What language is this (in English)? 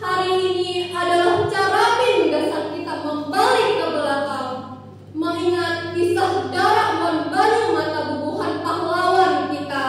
Banjar